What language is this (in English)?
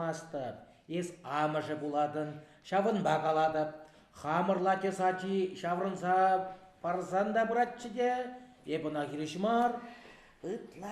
Chuvash